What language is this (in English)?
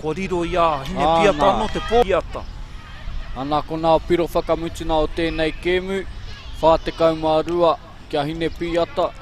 Māori